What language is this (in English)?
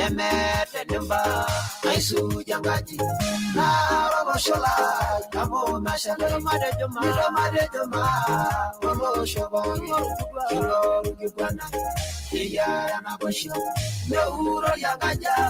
Masai